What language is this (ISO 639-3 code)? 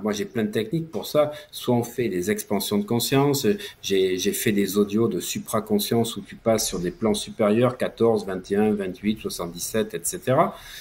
fra